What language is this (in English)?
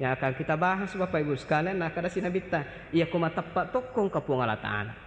Buginese